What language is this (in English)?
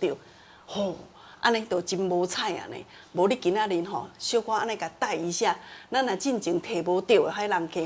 Min Nan Chinese